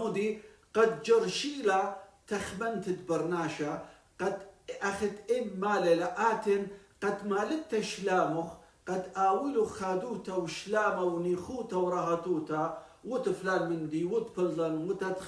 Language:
Assyrian Neo-Aramaic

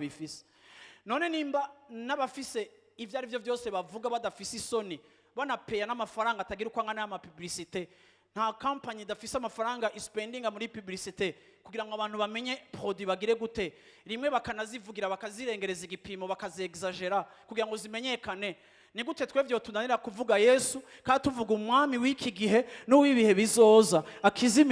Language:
Rundi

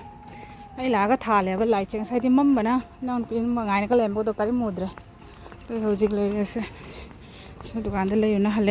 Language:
Manipuri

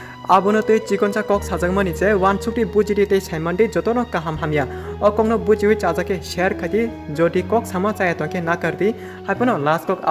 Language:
Kok Borok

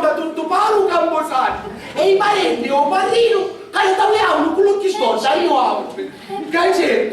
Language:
Sicilian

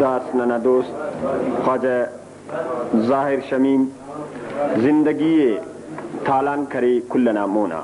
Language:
Brahui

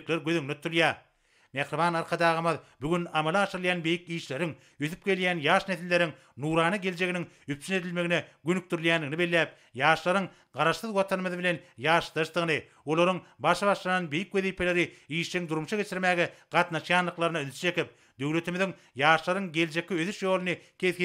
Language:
Turkmen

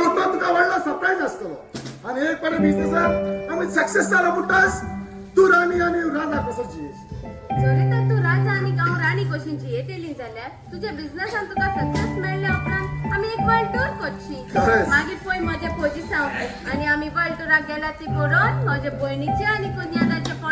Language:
Konkani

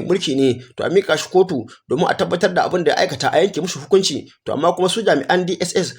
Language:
Hausa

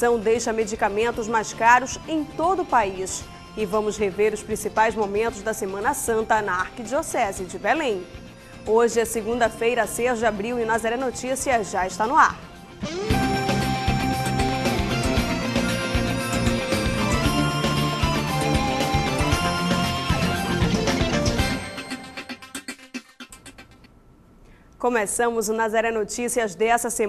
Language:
Portuguese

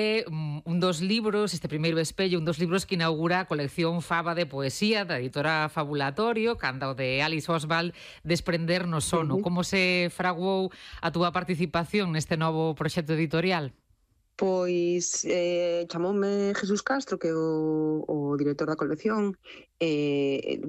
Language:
Galician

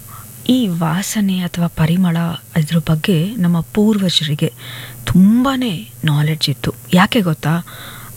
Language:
Kannada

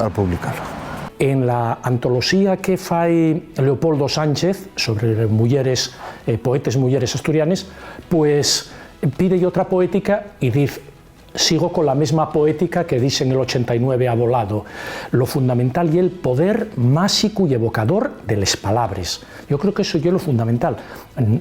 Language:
Asturian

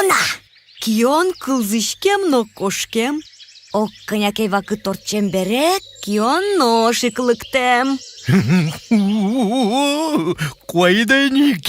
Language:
Udmurt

